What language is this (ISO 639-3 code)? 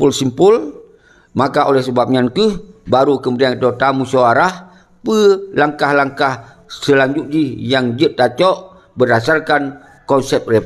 ace